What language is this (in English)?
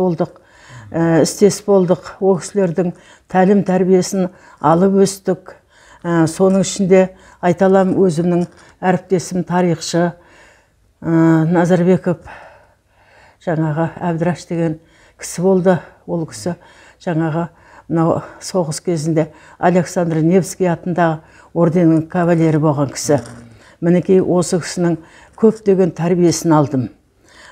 Kazakh